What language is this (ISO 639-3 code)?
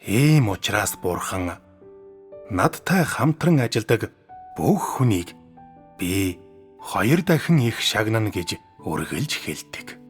mon